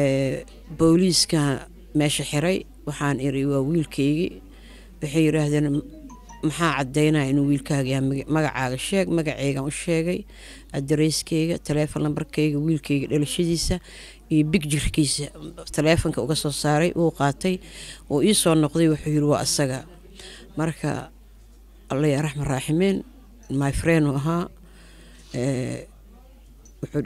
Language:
Somali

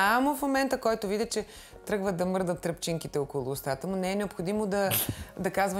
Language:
Bulgarian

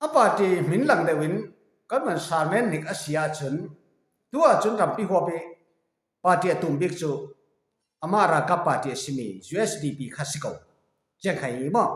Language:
Falam Chin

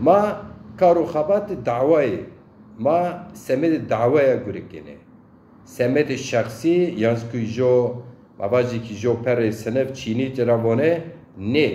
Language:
Zaza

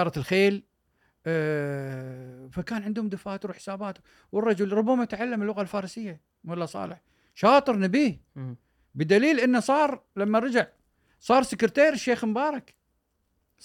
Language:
Gulf Arabic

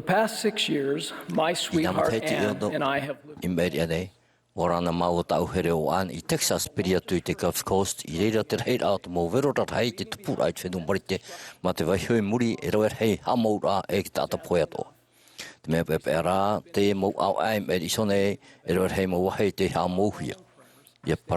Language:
Tahitian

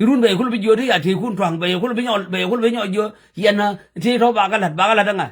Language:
Nuer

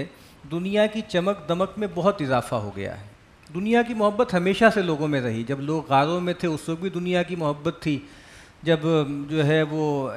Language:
Urdu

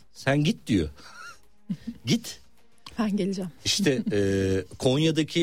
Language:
Turkish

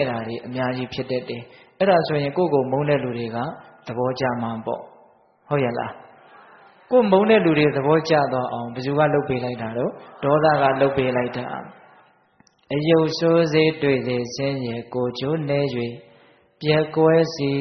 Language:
Burmese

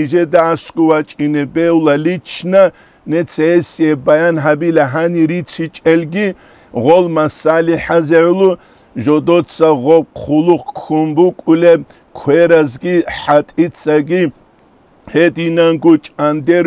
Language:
Avaric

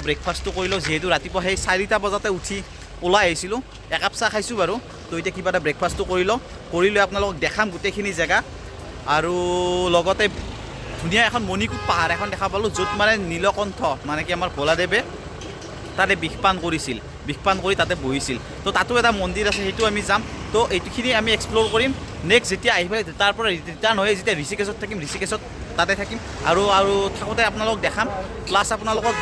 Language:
Assamese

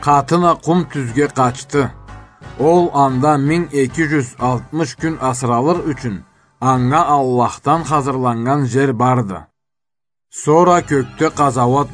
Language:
Karachay-Balkar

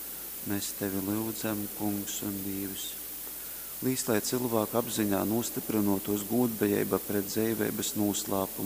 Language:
Latgalian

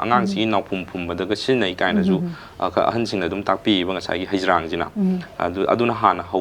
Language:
Manipuri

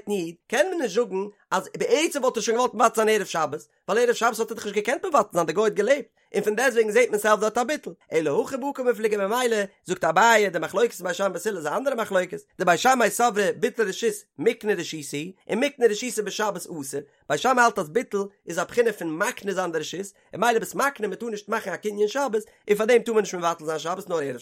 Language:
Yiddish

